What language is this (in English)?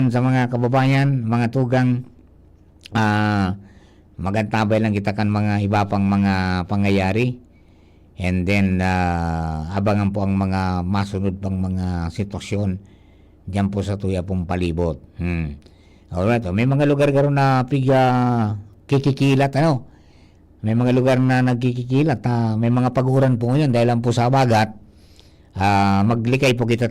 Bikol